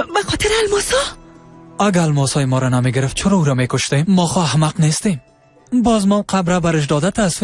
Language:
Persian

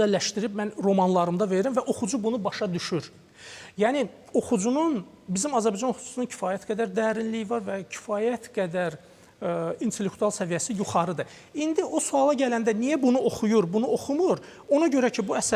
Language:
Azerbaijani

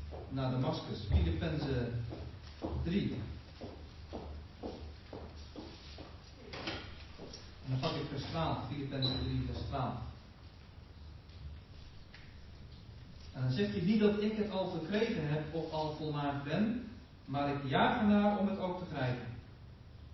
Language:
Dutch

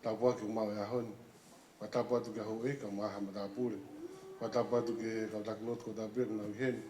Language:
Tongan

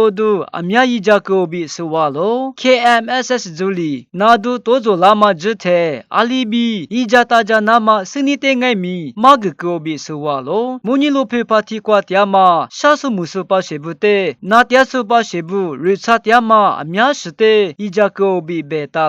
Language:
Lisu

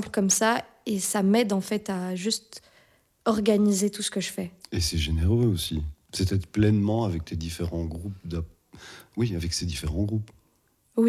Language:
French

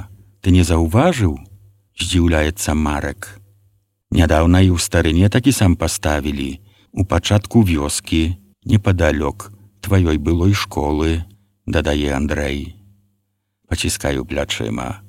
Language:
Belarusian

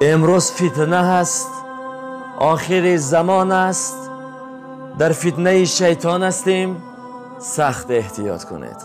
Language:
Tajik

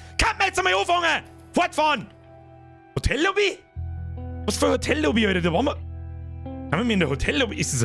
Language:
Bavarian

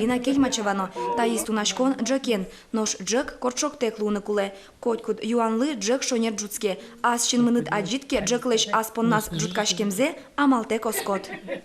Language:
Udmurt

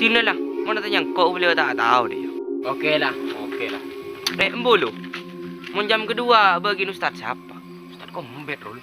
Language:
Madurese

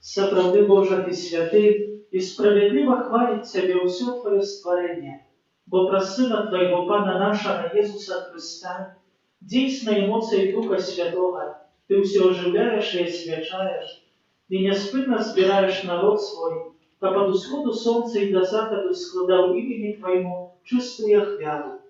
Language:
Belarusian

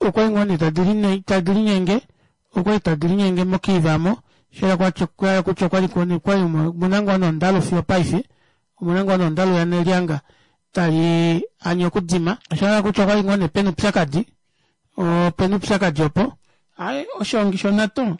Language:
Kuanyama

